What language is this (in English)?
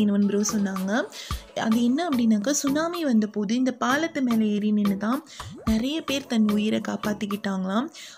Tamil